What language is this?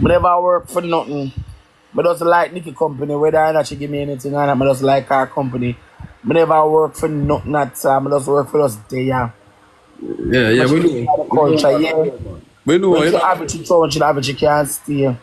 Jamaican Creole English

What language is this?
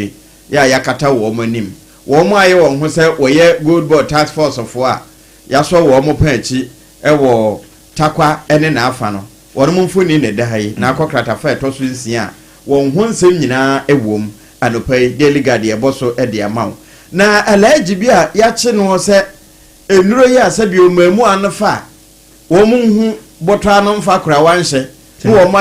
Akan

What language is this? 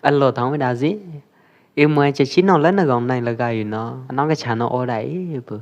Pwo Eastern Karen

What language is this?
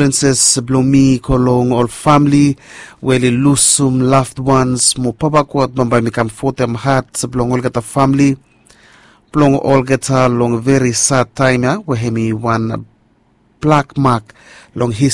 Bislama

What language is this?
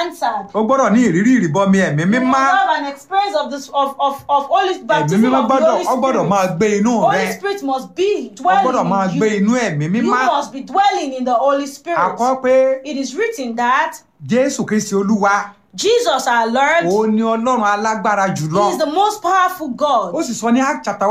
Yoruba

